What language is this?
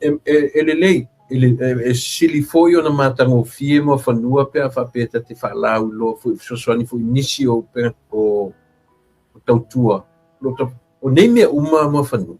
Samoan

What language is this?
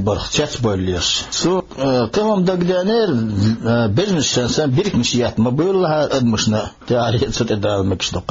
Chechen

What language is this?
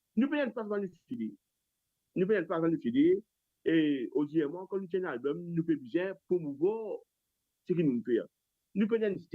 Morisyen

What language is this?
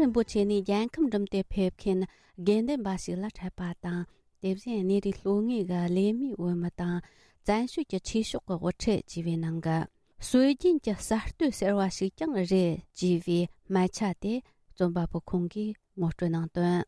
Tibetan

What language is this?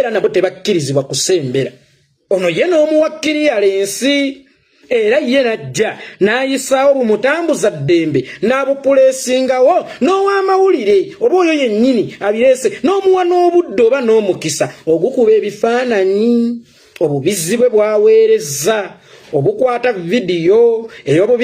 Ganda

